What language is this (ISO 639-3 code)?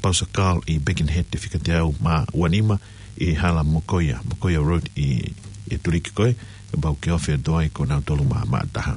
ton